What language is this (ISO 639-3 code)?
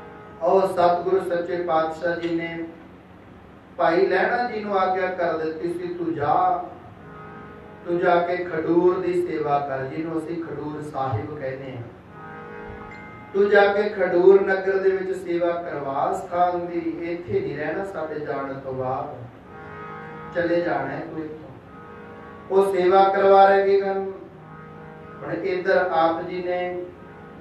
pan